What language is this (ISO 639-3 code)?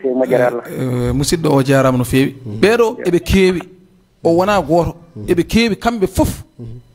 ful